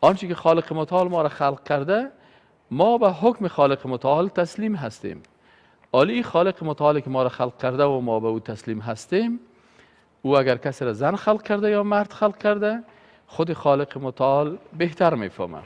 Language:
Persian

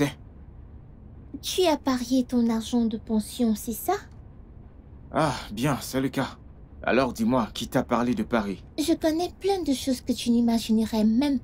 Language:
French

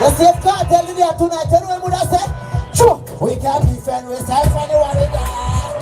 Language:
Jamaican Creole English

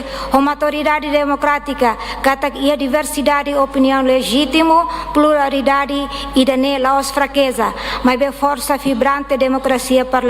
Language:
Tetum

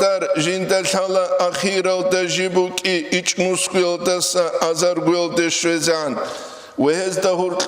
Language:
Avaric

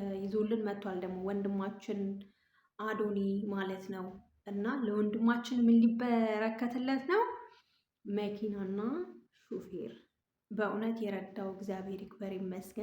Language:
Amharic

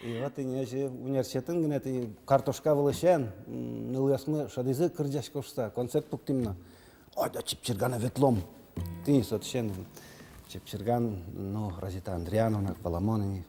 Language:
Udmurt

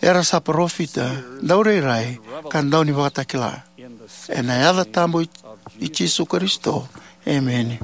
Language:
Fijian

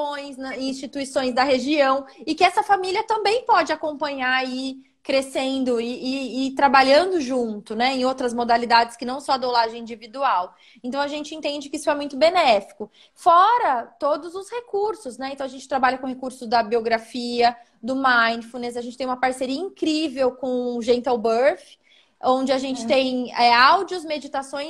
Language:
Portuguese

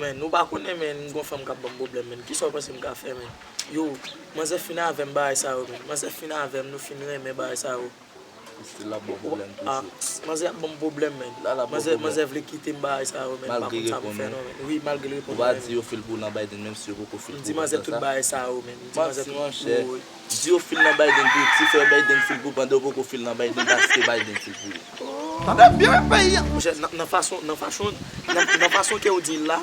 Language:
Haitian Creole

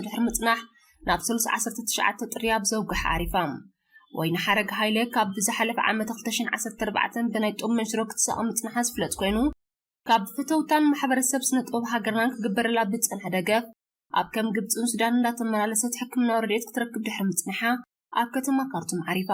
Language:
Tigrinya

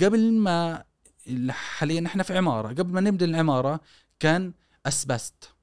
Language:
Gulf Arabic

